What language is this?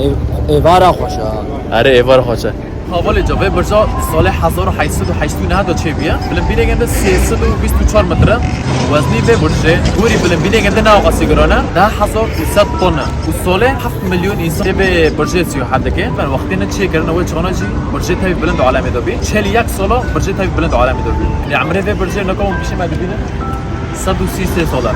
Kurdish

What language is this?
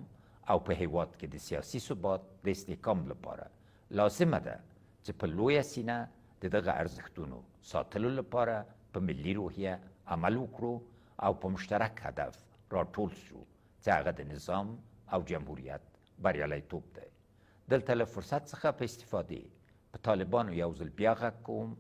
Pashto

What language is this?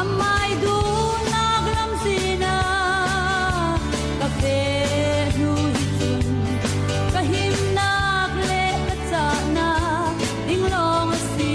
Falam Chin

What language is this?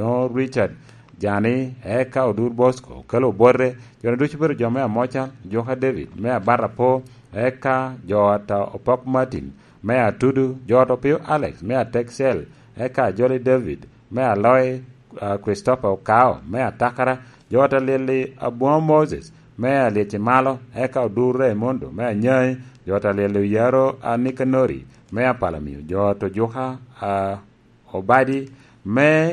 Lango (Uganda)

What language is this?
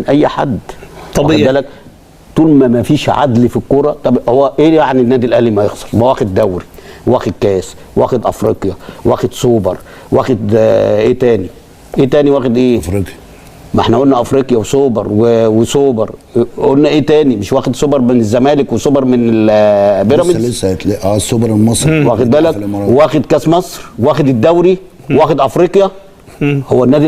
Egyptian Arabic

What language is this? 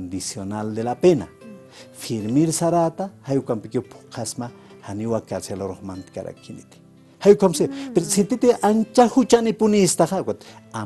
Aymara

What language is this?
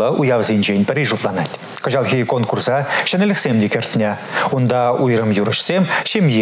Chuvash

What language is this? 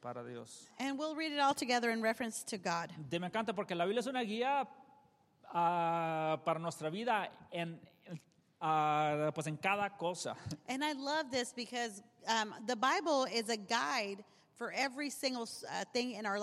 Spanish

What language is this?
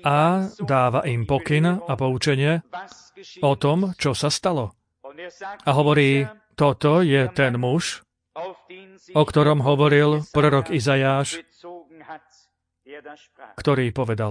Slovak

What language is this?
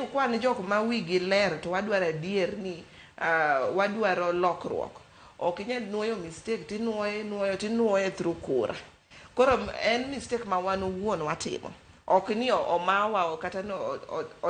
Luo (Kenya and Tanzania)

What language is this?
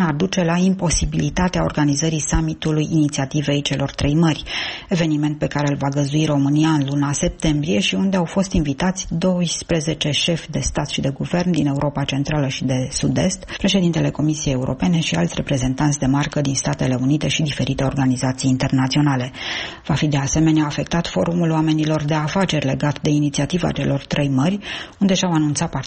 Romanian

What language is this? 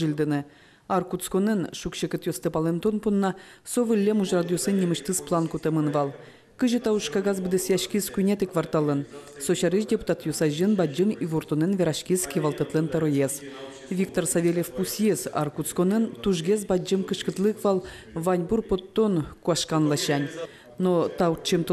Udmurt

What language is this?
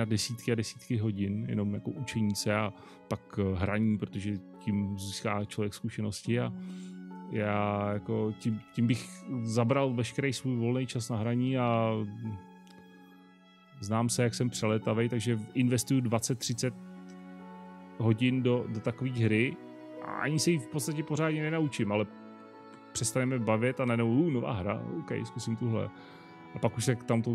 Czech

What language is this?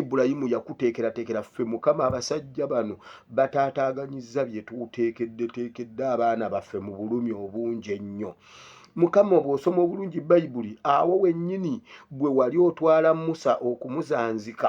Ganda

